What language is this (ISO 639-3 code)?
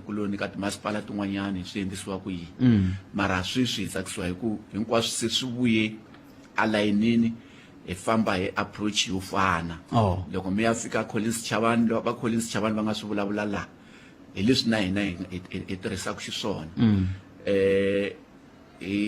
tso